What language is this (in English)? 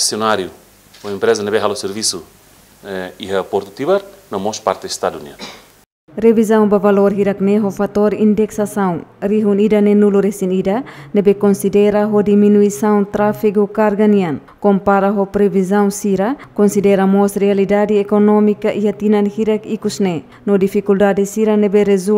Tetum